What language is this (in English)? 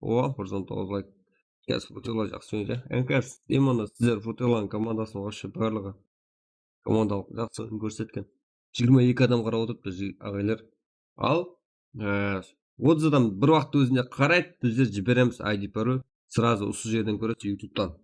Kara-Kalpak